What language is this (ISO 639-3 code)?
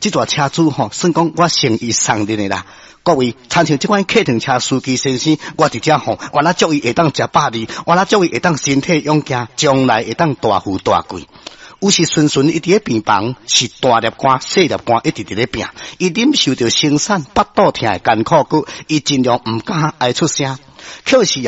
nan